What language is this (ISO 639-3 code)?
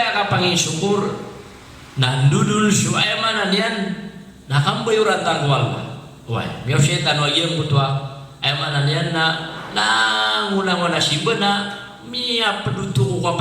mrw